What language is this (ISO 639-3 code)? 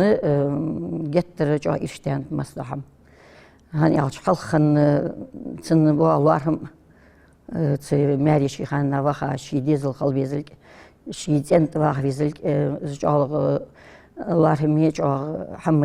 inh